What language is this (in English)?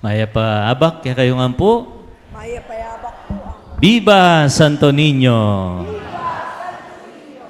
Pampanga